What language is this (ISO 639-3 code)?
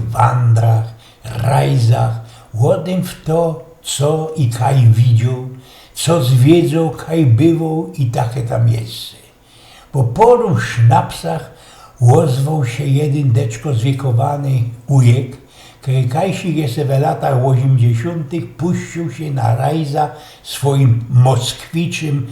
szl